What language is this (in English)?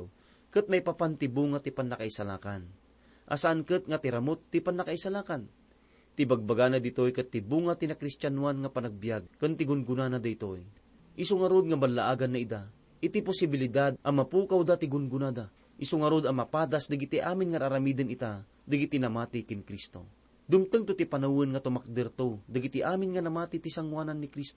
Iloko